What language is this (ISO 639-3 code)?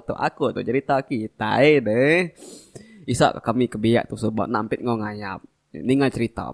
iba